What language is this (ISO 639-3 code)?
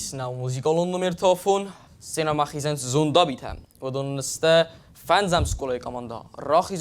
oss